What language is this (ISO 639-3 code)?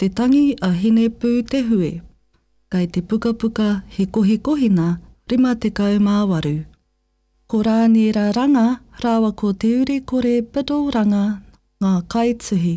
mri